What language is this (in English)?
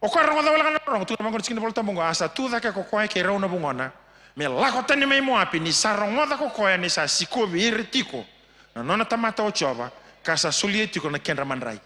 Fijian